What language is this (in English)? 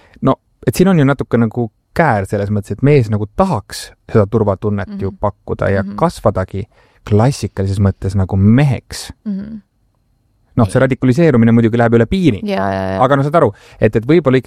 Estonian